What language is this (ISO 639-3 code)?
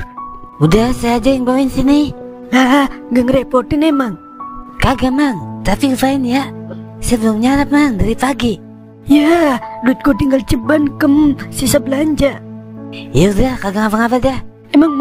bew